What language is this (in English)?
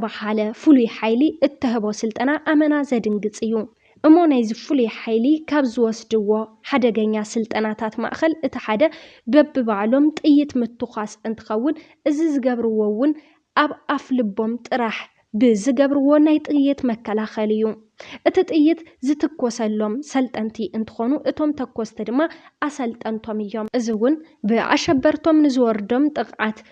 Tigrinya